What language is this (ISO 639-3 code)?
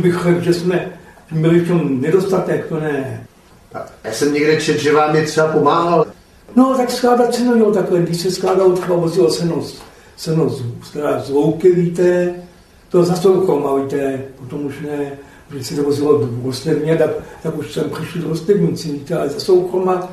ces